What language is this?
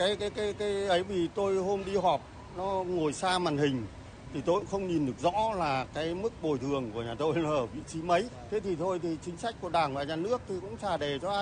Vietnamese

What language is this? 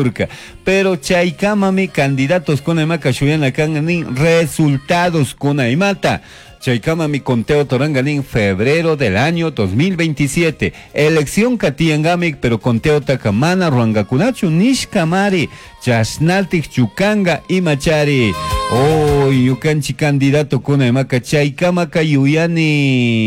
Chimborazo Highland Quichua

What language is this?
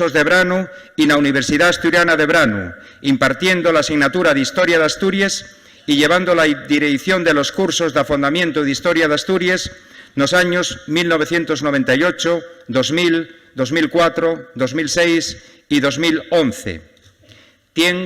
Asturian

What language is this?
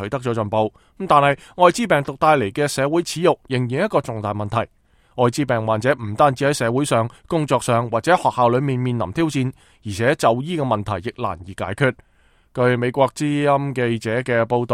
Cantonese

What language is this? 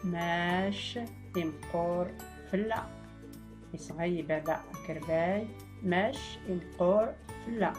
Tachelhit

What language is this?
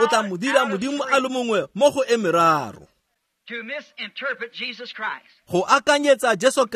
Tswana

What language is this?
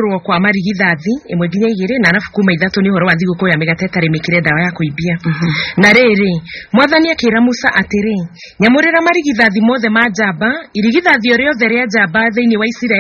Kikuyu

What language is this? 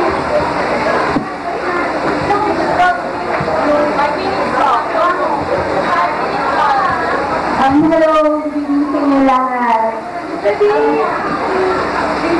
Filipino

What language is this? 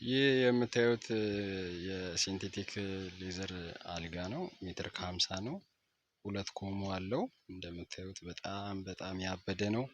Amharic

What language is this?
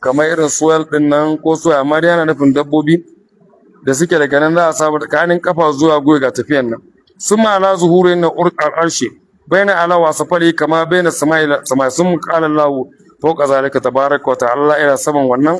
Hausa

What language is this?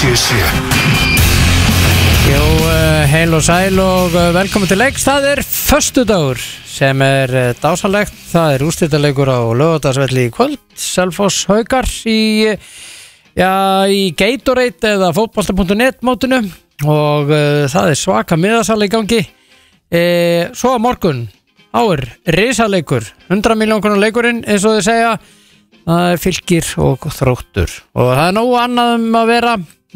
Icelandic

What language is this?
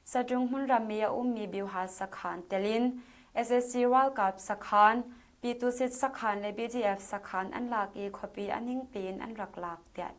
Hakha Chin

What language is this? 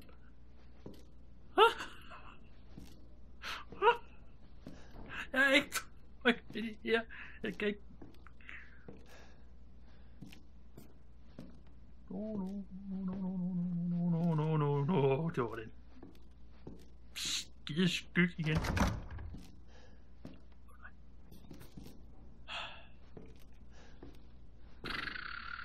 Danish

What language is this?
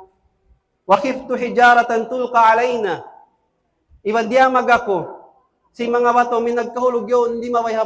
Tausug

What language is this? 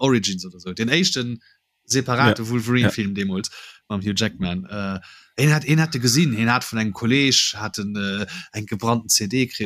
Luxembourgish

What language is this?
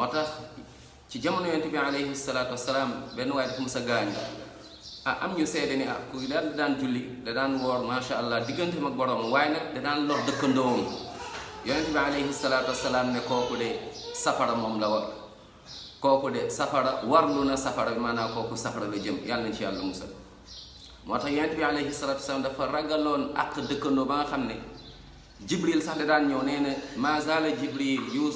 Wolof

